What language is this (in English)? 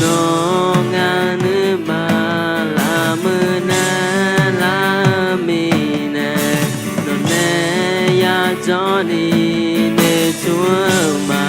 Akha